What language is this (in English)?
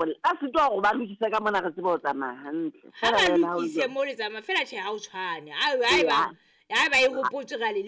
Southern Sotho